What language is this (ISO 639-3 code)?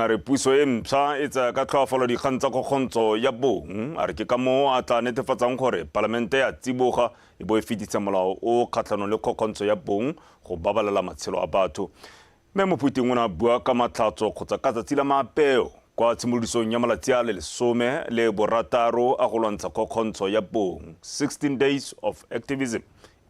tsn